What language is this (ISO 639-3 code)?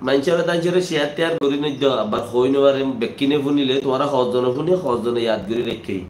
rhg